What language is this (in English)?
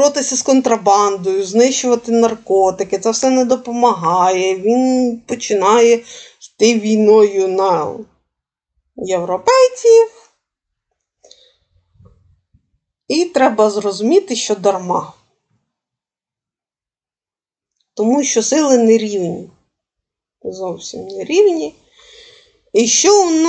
Ukrainian